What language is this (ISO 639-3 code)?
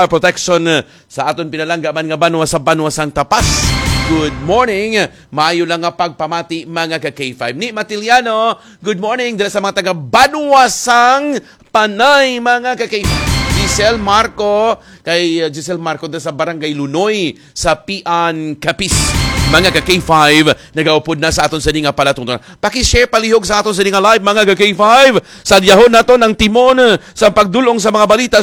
hil